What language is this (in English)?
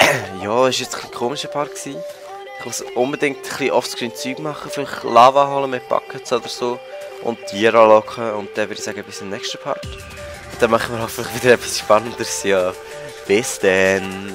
Swiss German